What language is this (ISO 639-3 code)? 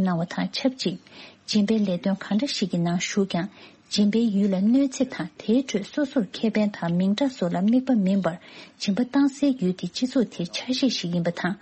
bod